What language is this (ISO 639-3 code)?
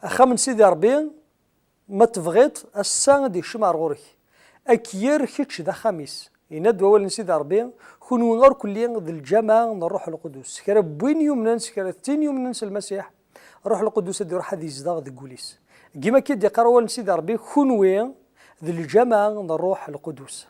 kab